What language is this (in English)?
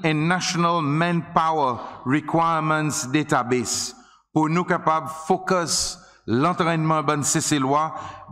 Seselwa Creole French